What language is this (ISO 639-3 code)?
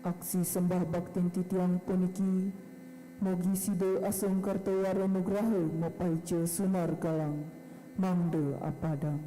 ban